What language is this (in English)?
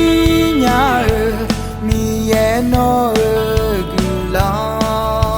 Akha